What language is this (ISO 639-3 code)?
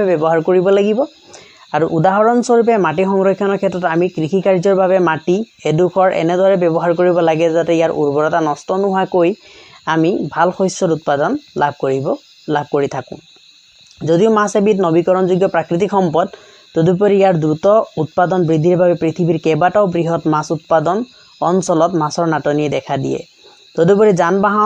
asm